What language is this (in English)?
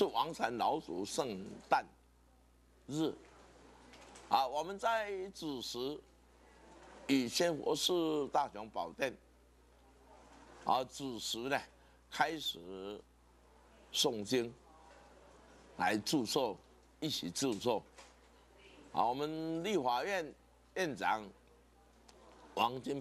Chinese